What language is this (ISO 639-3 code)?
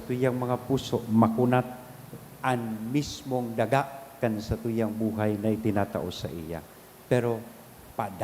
bik